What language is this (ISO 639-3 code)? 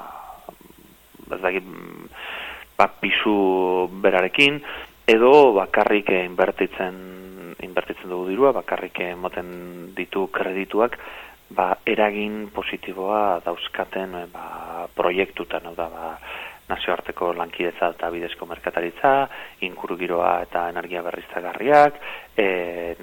eus